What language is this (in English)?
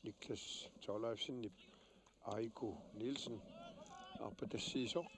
Kalaallisut